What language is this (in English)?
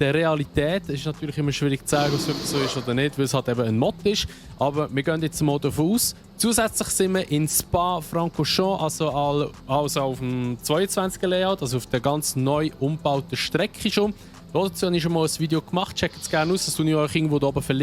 Swiss German